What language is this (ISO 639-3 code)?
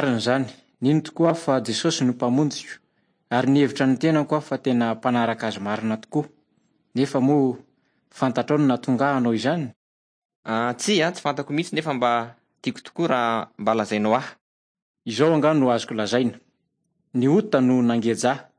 mlg